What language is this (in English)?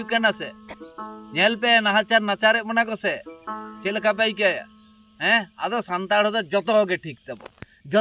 Santali